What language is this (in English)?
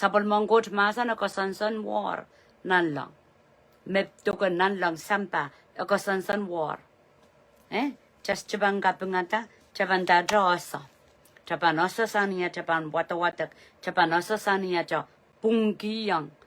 Pohnpeian